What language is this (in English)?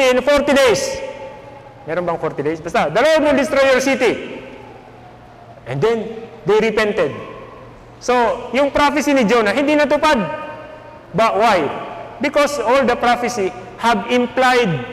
Filipino